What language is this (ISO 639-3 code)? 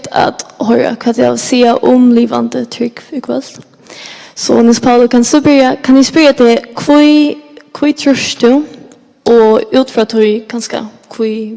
fao